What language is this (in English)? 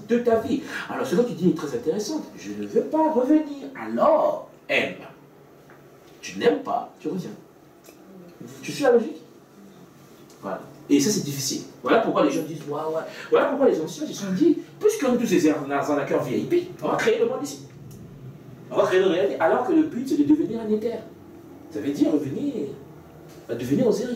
French